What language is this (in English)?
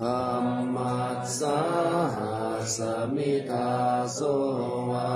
Pali